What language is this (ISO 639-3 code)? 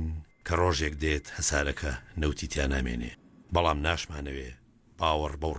ckb